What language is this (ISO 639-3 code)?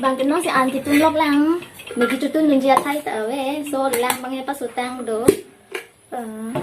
mjw